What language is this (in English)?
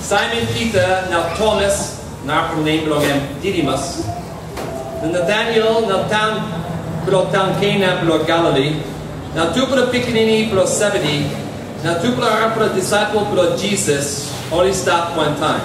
Tok Pisin